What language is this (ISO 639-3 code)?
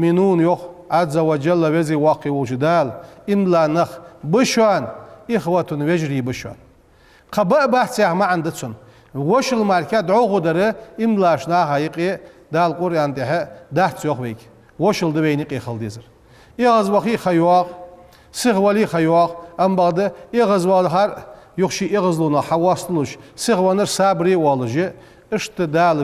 inh